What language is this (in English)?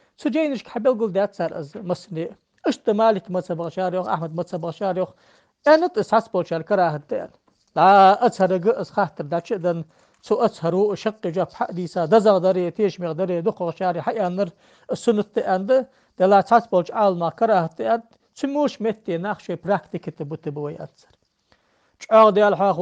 Ingush